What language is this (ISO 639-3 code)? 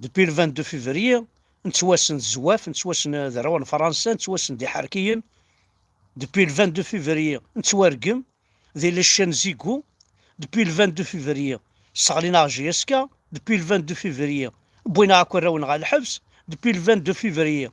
kab